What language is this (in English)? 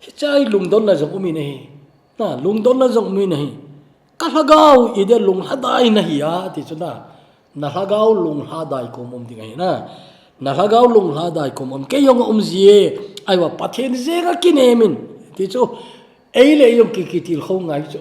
Thado Chin